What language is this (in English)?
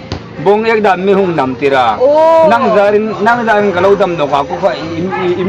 Hmar